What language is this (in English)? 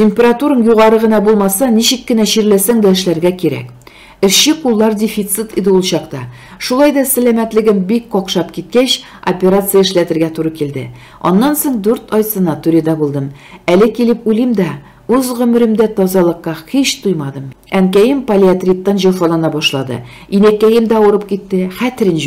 Tatar